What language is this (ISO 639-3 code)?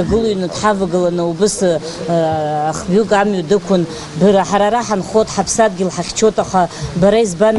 abk